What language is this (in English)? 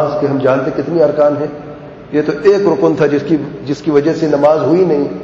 Urdu